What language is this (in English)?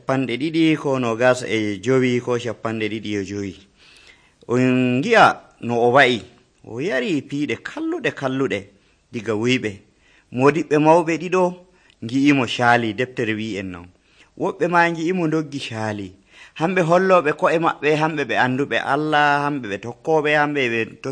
Nigerian Fulfulde